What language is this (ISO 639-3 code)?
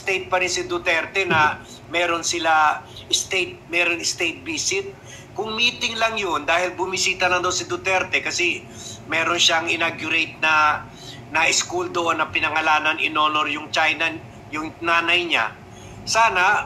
fil